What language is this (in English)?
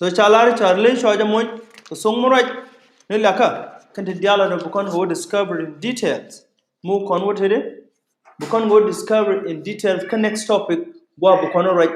Nuer